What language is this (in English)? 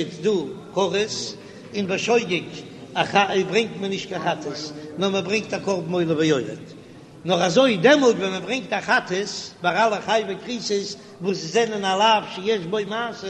Yiddish